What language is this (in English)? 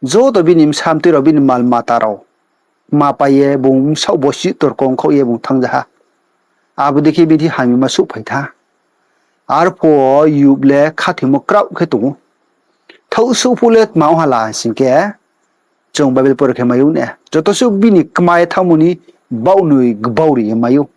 Riang (India)